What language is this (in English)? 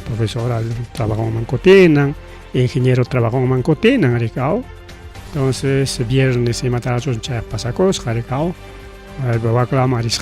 Ayacucho Quechua